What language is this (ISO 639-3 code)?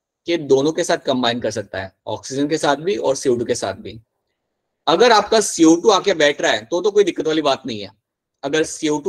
hin